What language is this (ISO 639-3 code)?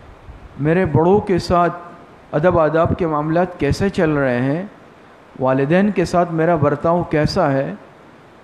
urd